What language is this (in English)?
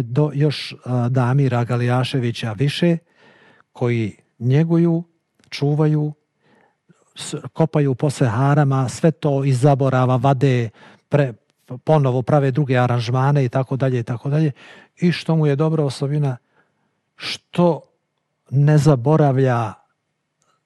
Bosnian